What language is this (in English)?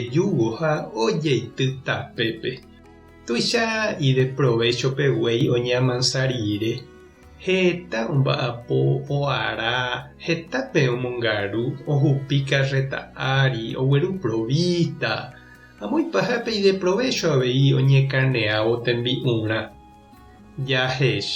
Guarani